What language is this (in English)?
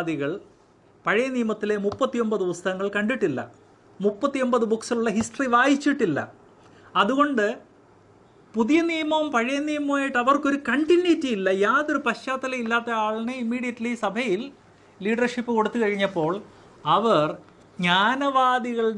Malayalam